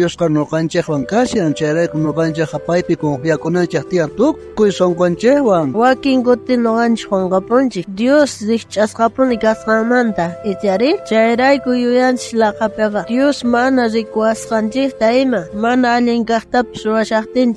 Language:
South Bolivian Quechua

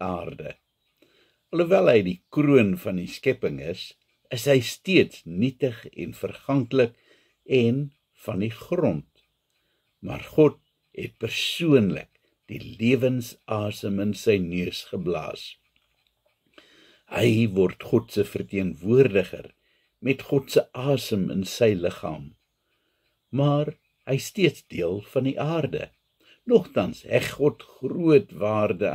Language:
Afrikaans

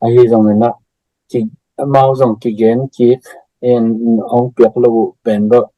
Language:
Tedim Chin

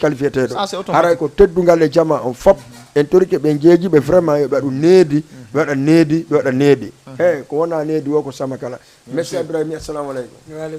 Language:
Fula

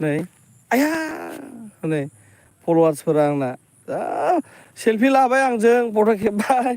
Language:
Bodo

